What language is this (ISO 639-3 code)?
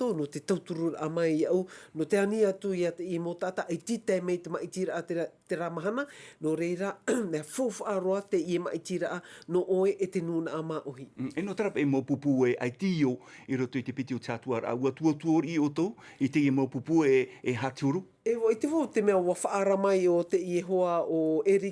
tah